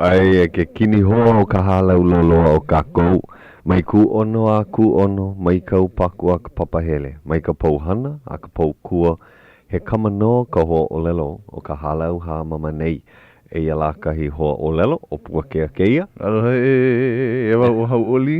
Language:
Hawaiian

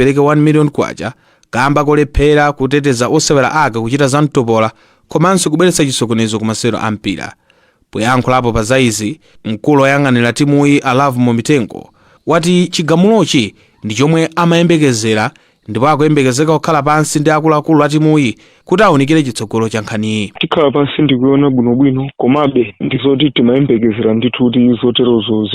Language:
Nyanja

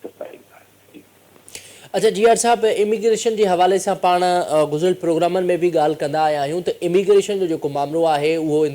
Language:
Sindhi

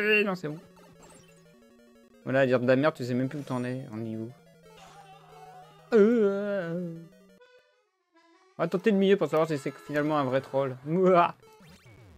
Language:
French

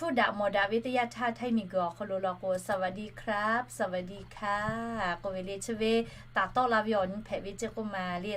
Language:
Lahu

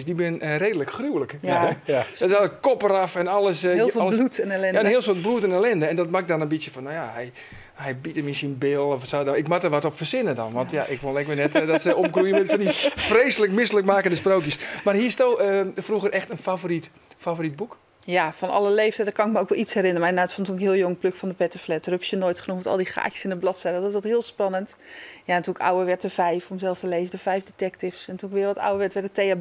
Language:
Western Frisian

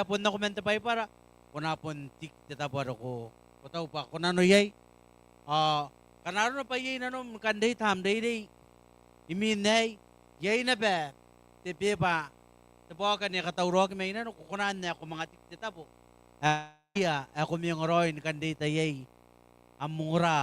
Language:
Gilbertese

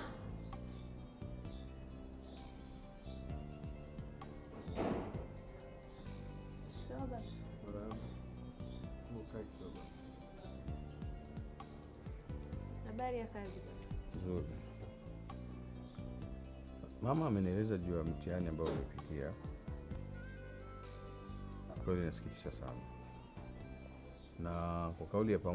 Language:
Swahili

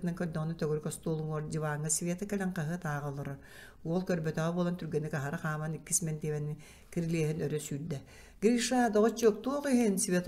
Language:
Yakut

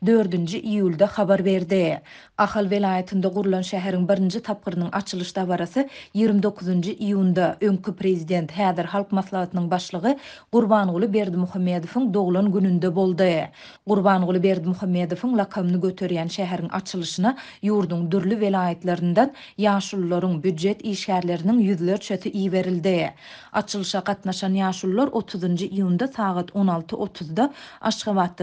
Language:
Turkmen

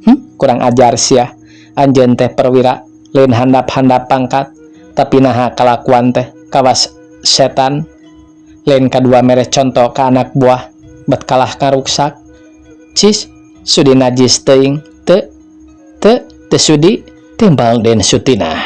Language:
Sundanese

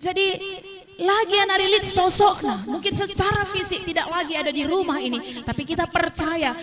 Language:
Batak Karo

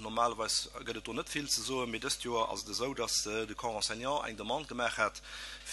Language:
Luxembourgish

